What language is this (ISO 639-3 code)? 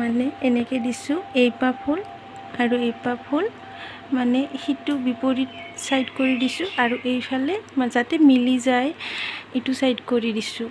asm